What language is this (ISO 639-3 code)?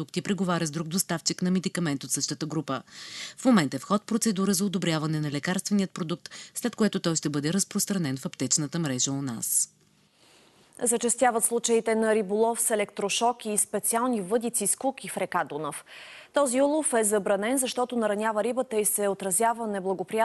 bul